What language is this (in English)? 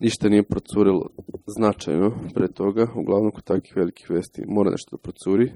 Serbian